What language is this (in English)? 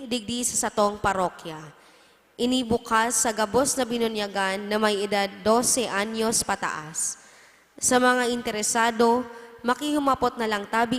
Bikol